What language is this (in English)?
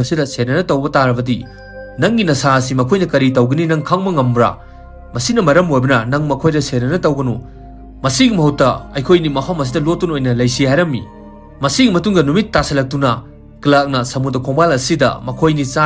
Manipuri